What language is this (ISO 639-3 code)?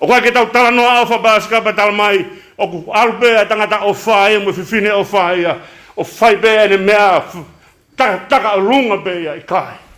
ton